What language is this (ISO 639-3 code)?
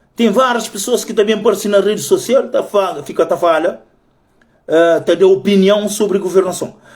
kea